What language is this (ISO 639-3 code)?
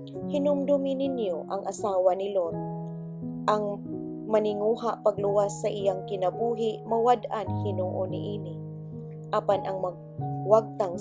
ceb